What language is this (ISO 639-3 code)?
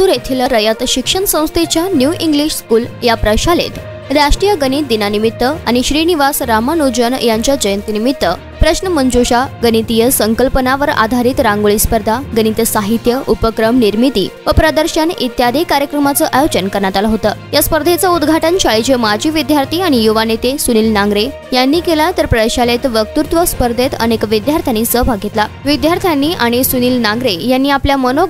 mar